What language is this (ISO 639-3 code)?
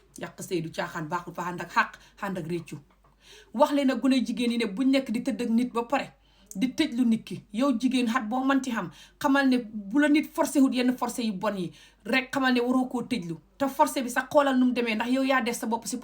wol